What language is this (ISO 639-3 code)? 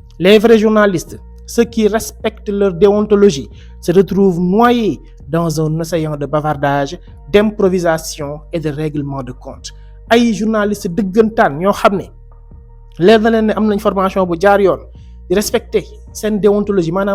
wol